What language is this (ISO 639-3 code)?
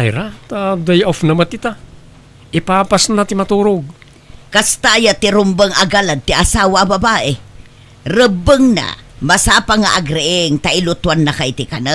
ilo